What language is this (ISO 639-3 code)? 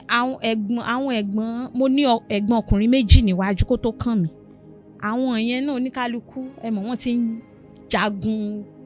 yor